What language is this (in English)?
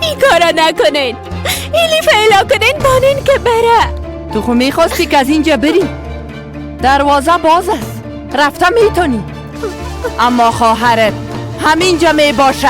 Persian